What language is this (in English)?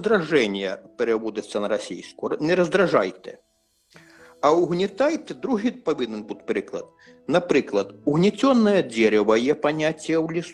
Ukrainian